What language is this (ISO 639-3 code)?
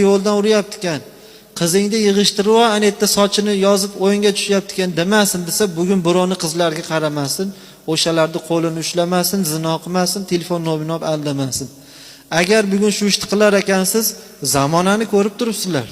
uzb